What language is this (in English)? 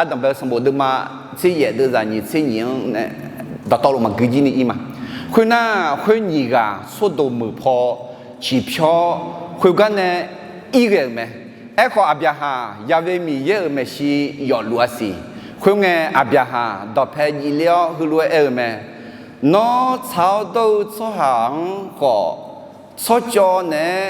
Akha